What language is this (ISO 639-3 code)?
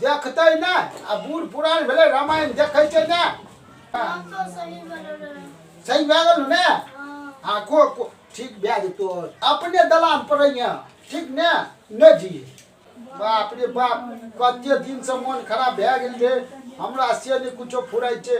mai